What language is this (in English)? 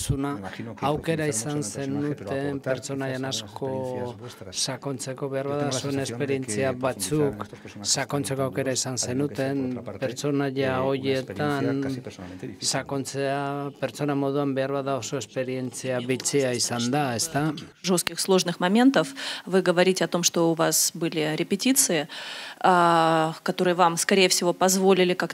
Basque